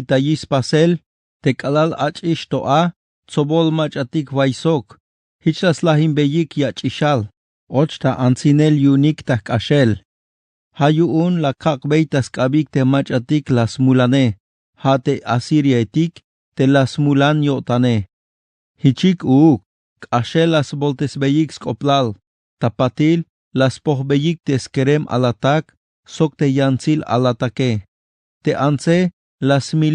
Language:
Tzeltal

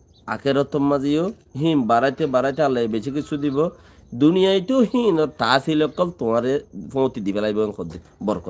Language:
Rohingya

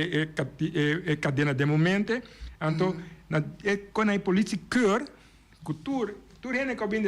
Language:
Papiamento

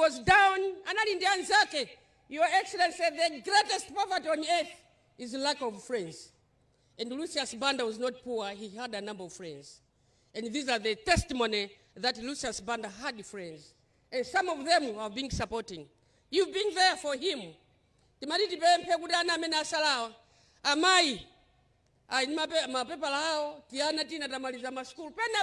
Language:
Nyanja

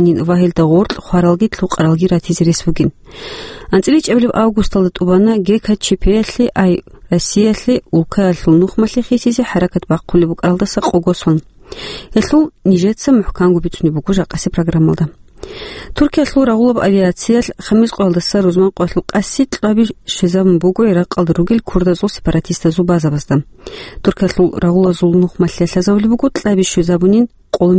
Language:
Avaric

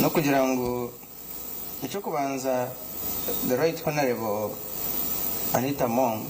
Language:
Nyankole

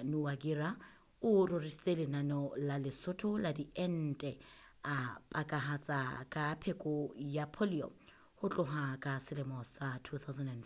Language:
Southern Sotho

